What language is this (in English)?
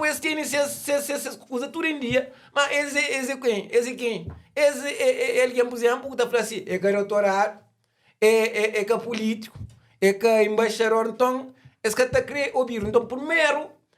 Kabuverdianu